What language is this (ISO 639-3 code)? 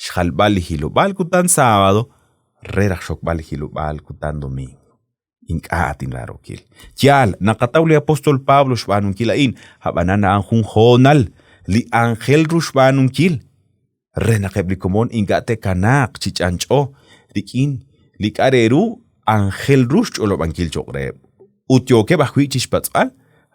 kek